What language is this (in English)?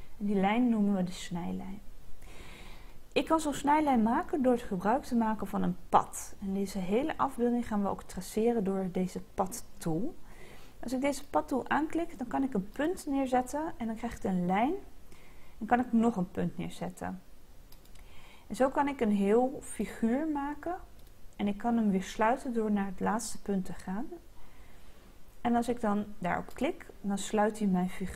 Dutch